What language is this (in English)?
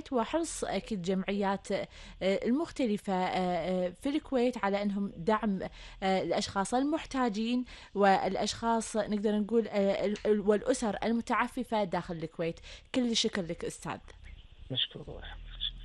Gulf Arabic